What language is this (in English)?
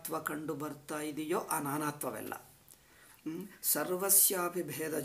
Kannada